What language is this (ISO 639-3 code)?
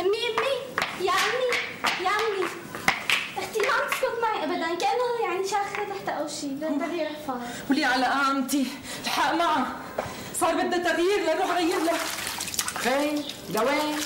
apc